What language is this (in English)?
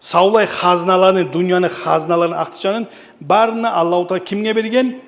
Kumyk